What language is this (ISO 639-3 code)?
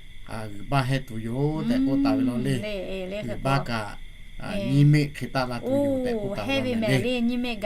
lhu